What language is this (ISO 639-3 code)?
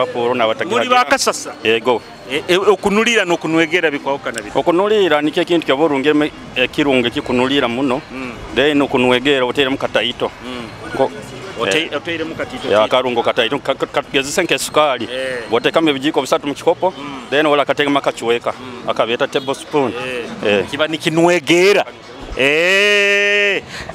nyo